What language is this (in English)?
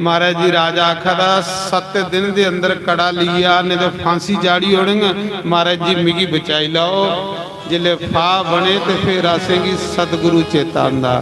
Dogri